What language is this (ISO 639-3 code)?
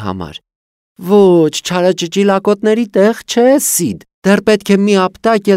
hye